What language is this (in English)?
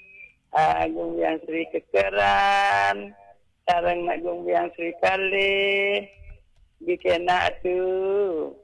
Balinese